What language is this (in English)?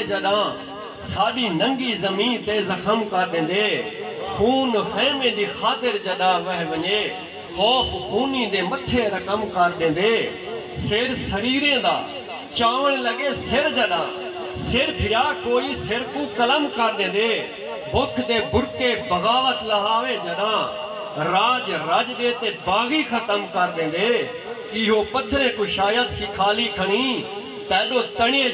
Saraiki